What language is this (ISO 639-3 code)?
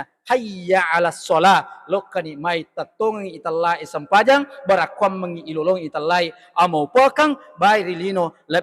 bug